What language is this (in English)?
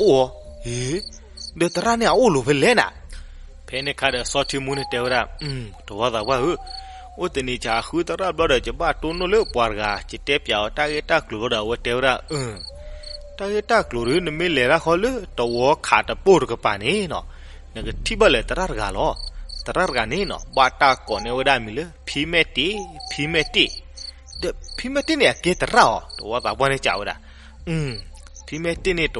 S'gaw Karen